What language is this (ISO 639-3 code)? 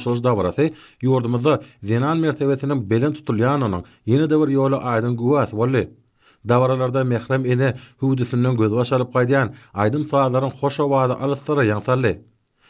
tuk